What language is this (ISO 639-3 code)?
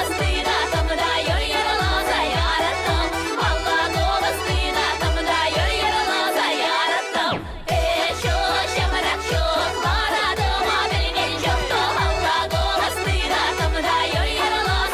chv